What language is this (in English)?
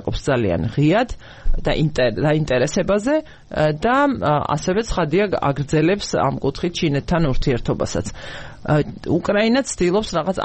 Georgian